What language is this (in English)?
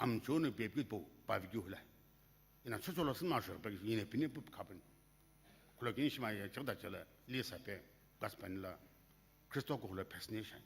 Sumi Naga